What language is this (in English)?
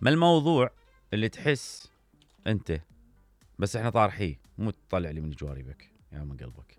Mesopotamian Arabic